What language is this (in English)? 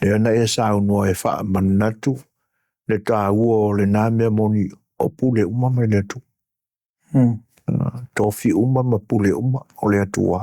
Samoan